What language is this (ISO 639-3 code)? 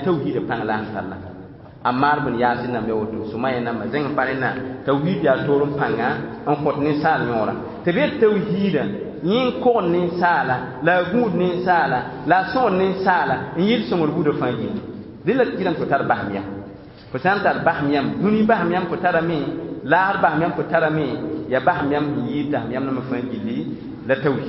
mos